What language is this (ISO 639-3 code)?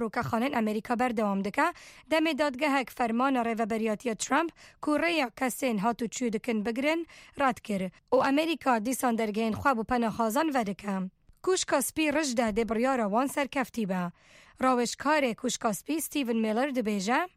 kur